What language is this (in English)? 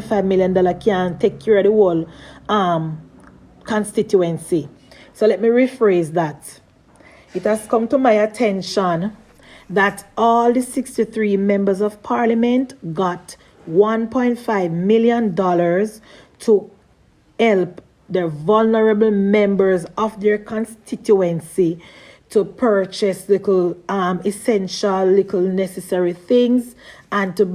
Jamaican Creole English